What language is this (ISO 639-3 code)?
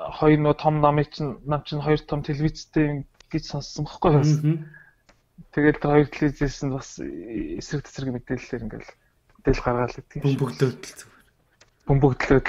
mon